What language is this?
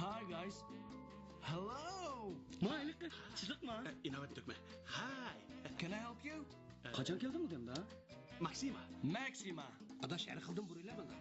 Uyghur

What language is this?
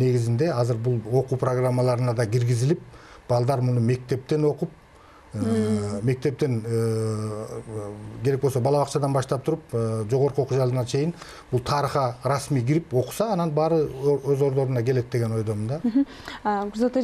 Kyrgyz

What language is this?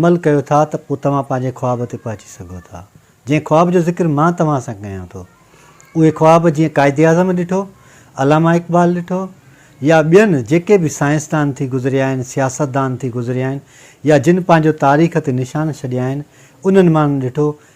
Sindhi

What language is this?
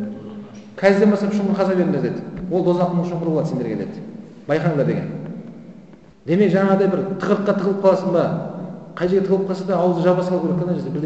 Kazakh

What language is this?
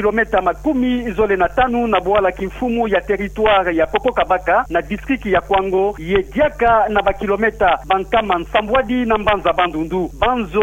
Kituba (Democratic Republic of Congo)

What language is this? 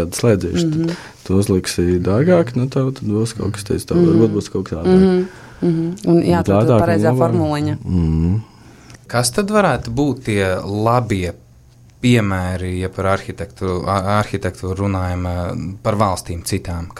Latvian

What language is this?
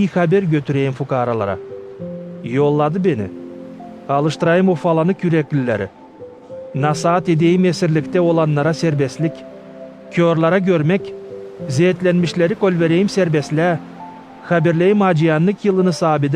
Gagauz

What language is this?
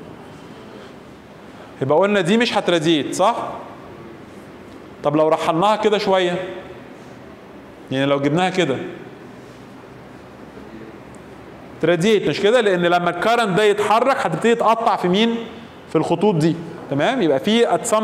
Egyptian Arabic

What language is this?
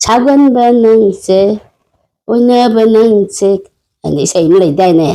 Manipuri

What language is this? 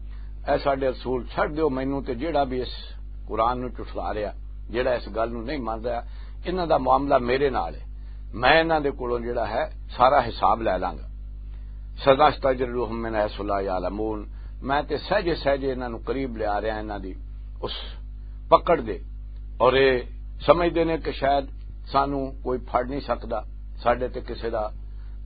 Western Panjabi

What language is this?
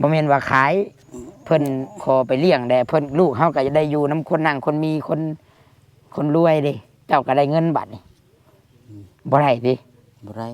Lao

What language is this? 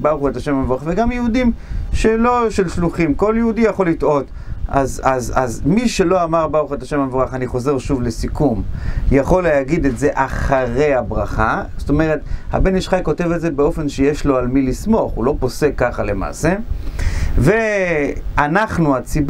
Hebrew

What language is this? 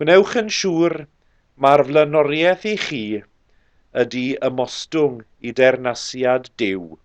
Welsh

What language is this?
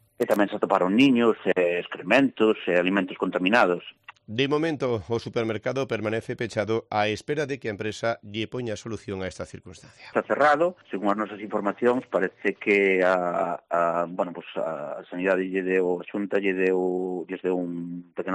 Galician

